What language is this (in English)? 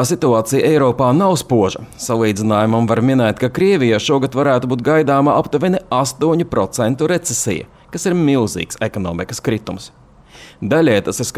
Latvian